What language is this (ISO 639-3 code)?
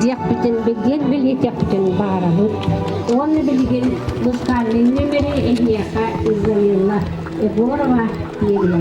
sah